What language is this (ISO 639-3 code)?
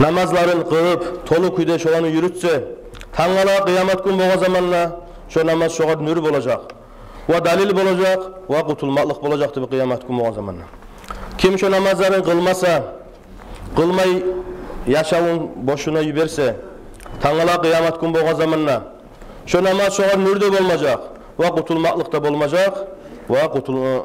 kum